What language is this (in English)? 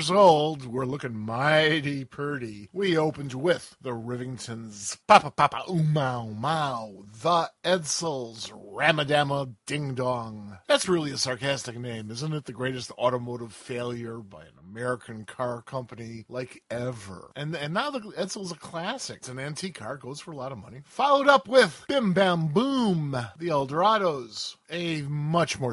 English